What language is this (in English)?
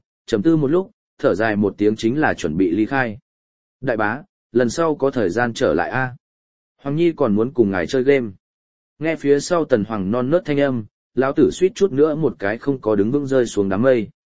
Vietnamese